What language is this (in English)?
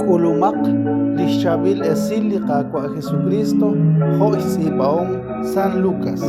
Kekchí